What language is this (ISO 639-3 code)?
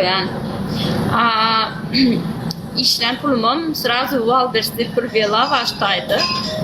tuk